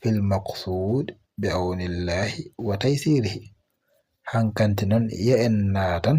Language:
Fula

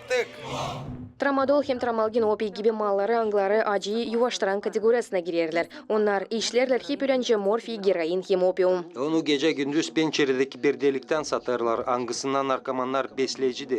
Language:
Gagauz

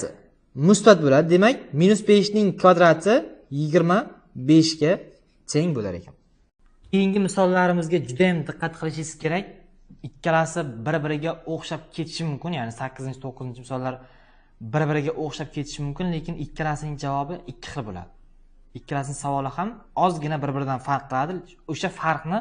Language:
Uzbek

